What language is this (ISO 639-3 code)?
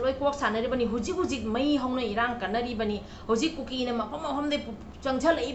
mni